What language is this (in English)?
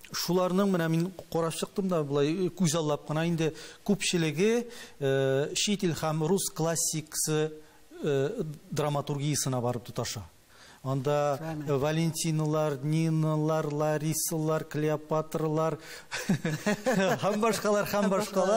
Tatar